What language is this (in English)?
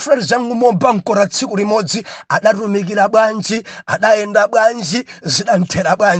Nyanja